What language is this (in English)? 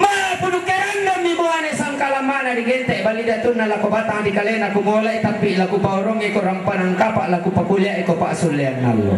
Toraja-Sa'dan